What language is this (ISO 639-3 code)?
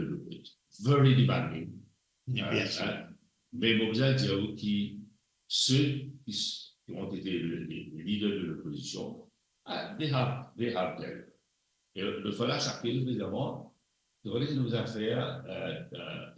mfe